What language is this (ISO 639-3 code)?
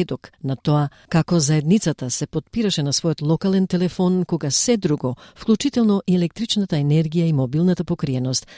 mkd